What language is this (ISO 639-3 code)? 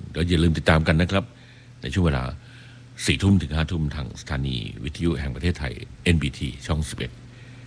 tha